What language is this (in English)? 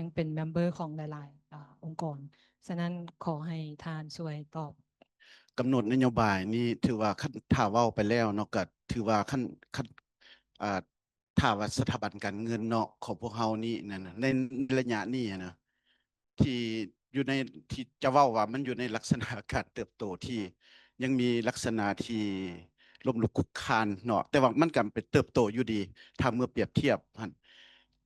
Lao